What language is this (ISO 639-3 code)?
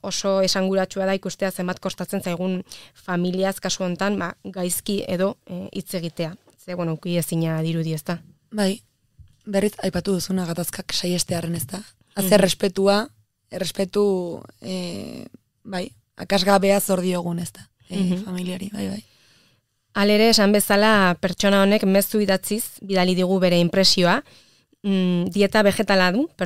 eus